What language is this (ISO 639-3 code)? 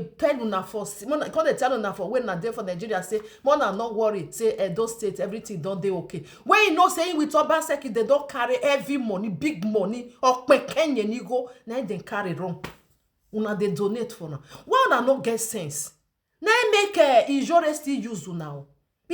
pcm